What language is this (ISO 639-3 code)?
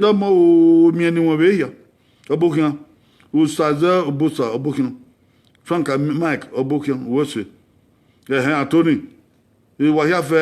bin